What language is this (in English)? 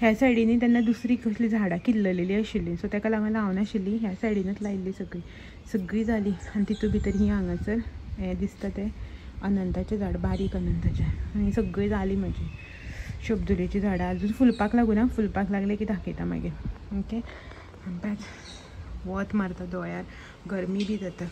Konkani